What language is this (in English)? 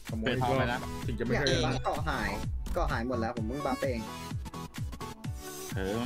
Thai